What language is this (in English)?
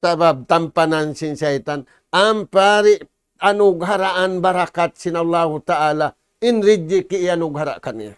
Tausug